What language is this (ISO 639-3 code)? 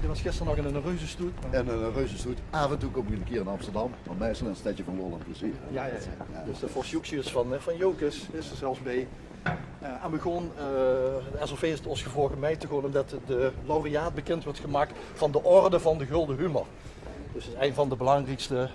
lim